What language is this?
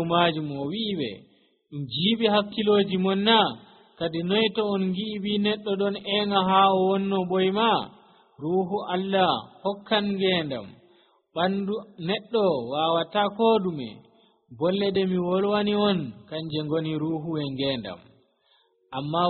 Nigerian Fulfulde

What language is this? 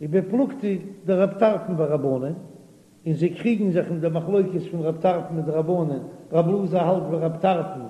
Yiddish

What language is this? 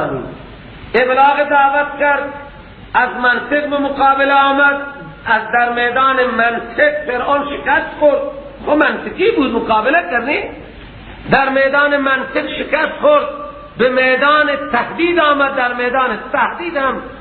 Persian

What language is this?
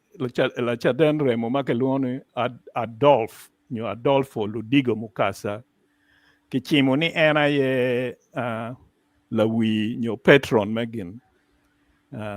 Acoli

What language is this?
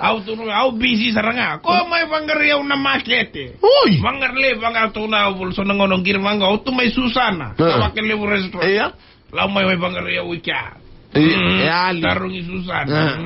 Fijian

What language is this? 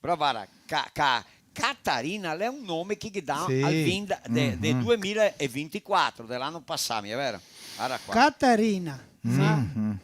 Venetian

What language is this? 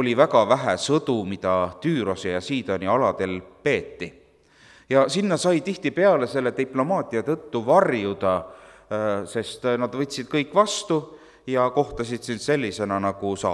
Estonian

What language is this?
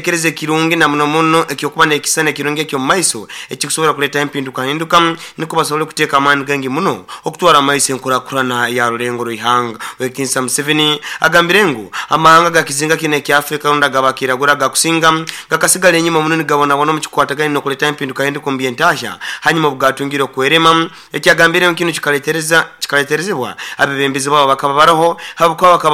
Nyoro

